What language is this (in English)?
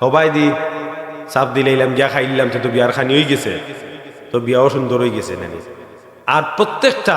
Sylheti